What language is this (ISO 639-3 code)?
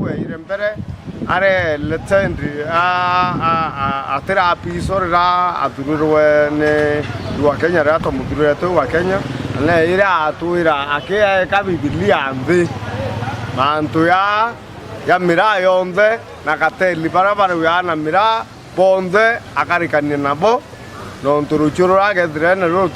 mer